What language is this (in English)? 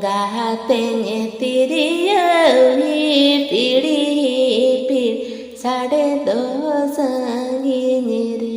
Santali